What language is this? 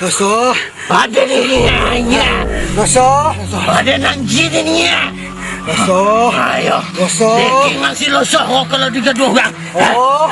Minangkabau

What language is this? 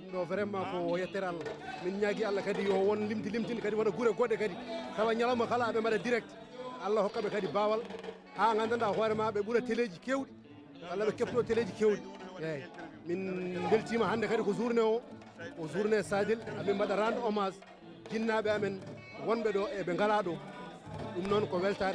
Fula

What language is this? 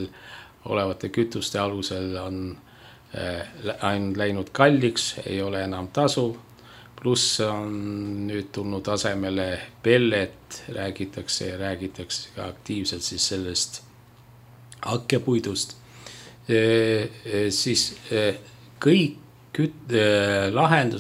Estonian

